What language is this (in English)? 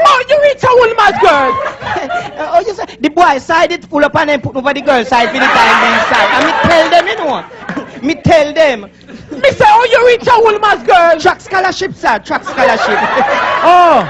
Jamaican Creole English